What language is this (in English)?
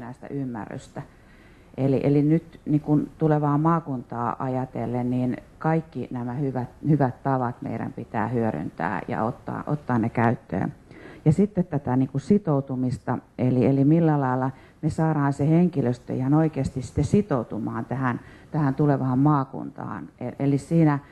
Finnish